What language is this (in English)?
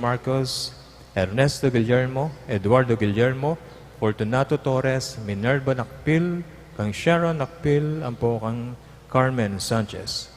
Pampanga